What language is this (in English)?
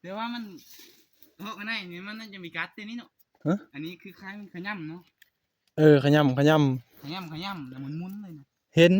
Northeastern Thai